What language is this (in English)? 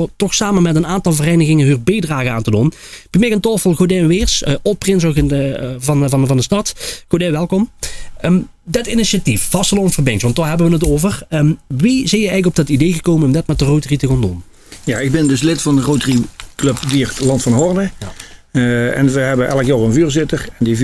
Limburgish